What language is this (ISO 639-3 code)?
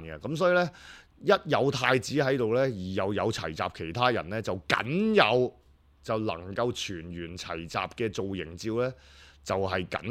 yue